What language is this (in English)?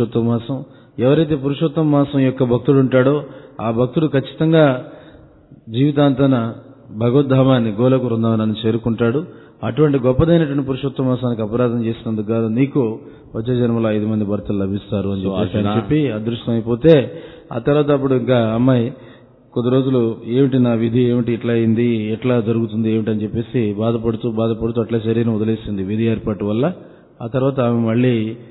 Telugu